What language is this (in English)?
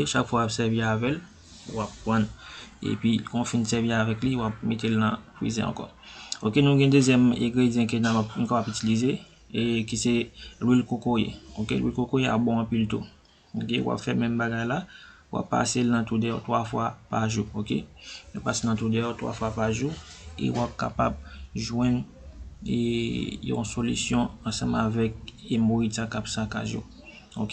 Haitian Creole